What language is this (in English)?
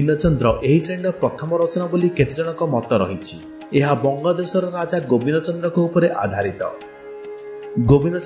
Odia